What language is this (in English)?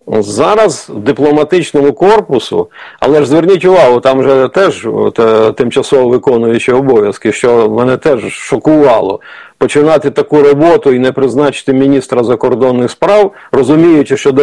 Ukrainian